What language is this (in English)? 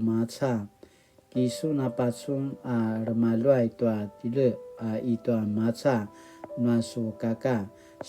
Paiwan